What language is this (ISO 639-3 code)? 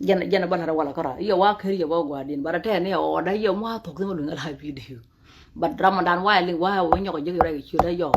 nus